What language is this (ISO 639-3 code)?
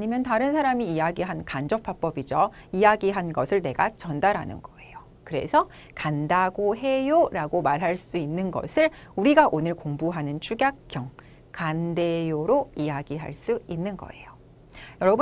kor